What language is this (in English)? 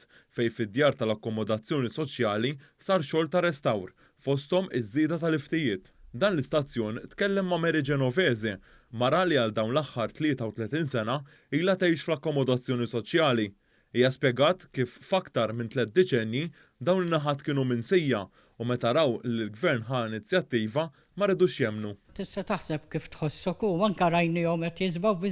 Maltese